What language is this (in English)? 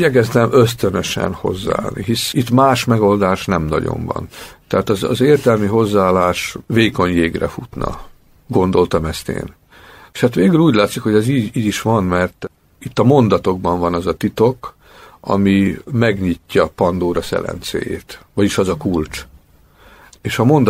Hungarian